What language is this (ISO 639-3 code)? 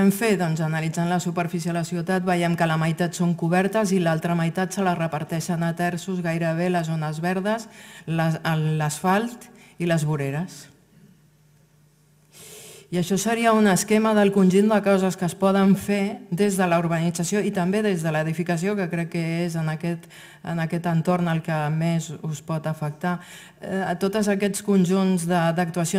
cat